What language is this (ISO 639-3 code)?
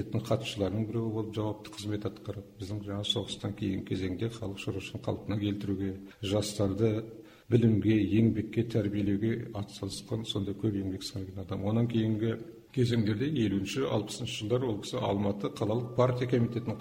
kaz